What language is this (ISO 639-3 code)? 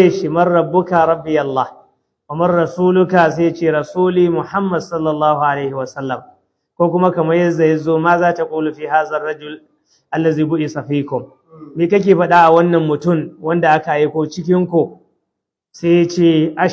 hau